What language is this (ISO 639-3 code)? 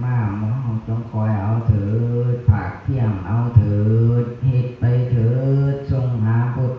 lao